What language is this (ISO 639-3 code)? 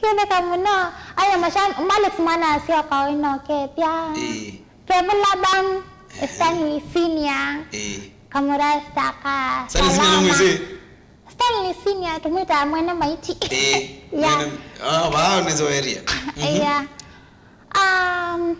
kam